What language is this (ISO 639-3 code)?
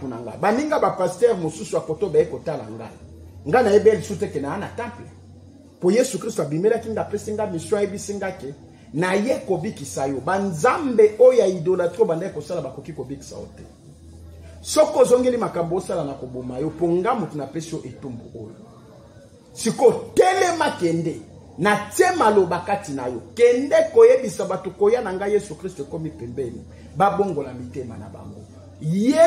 lin